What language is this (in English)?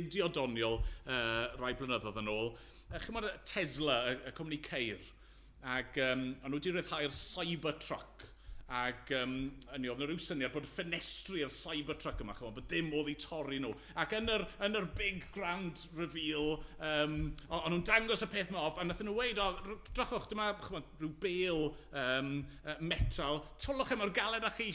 Welsh